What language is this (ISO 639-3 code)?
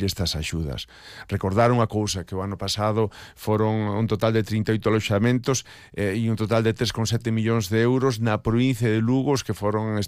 glg